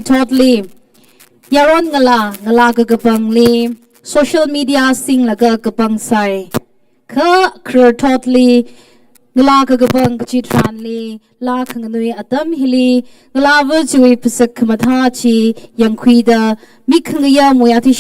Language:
Tangkhul Naga (India)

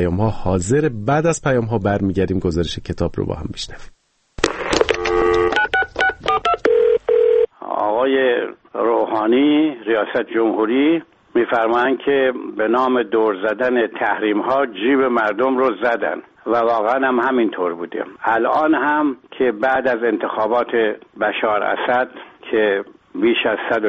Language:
Persian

